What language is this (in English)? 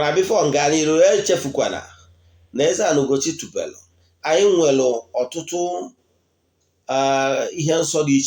Igbo